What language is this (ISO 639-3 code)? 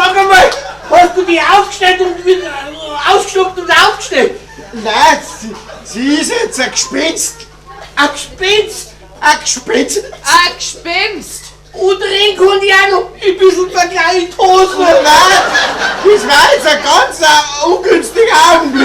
bar